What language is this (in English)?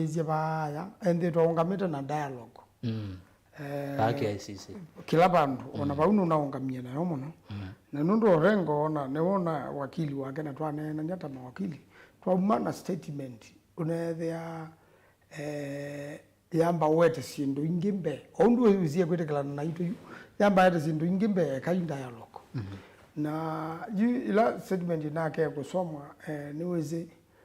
Kamba